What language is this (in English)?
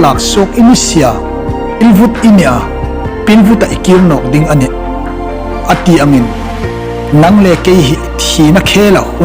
Hmar